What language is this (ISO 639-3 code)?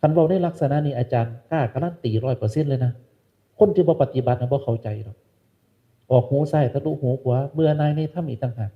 tts